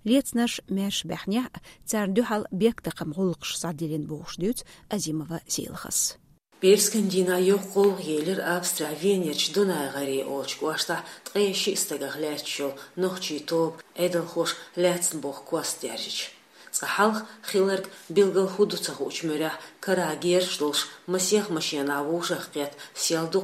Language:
Chechen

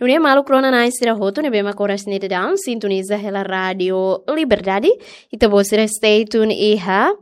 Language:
Tetum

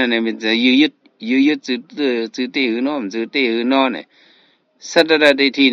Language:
Shan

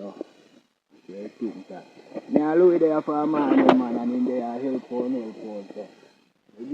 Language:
Jamaican Creole English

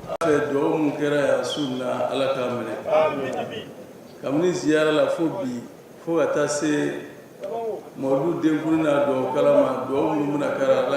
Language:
Bambara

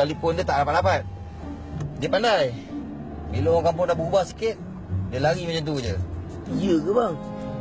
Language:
Malay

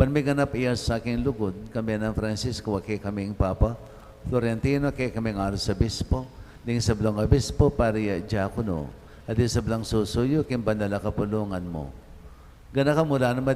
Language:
Pampanga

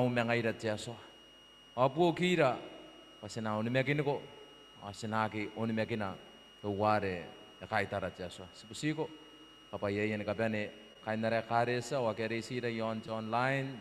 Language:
Gilbertese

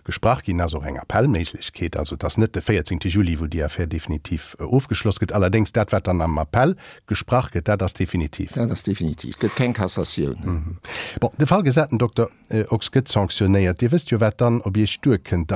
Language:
Luxembourgish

